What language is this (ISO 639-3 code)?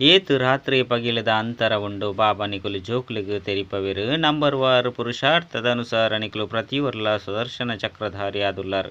tcy